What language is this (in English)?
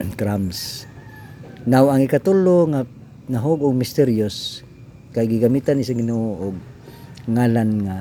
Cebuano